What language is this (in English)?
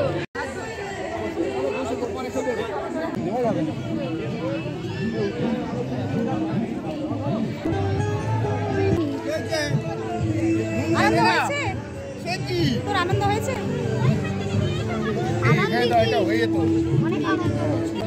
Bangla